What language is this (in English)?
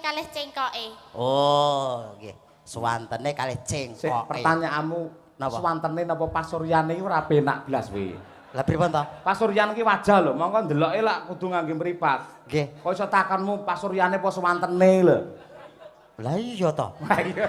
Javanese